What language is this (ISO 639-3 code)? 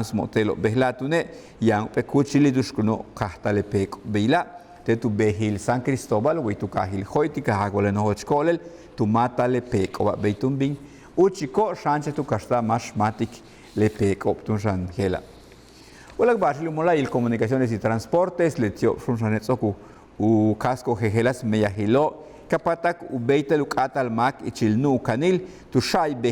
yua